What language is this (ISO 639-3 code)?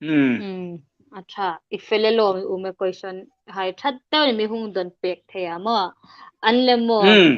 hmr